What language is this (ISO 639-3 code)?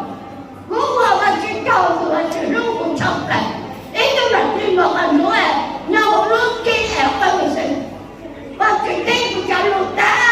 hmn